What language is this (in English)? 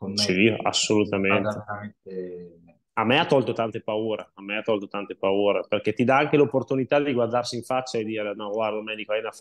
Italian